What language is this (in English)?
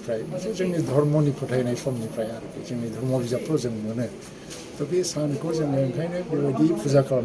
Bodo